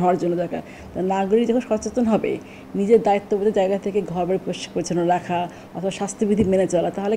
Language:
Bangla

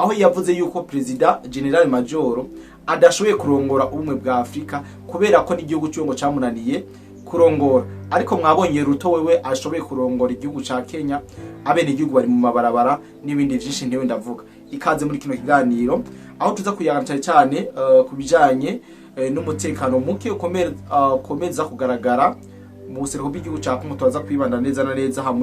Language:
Rundi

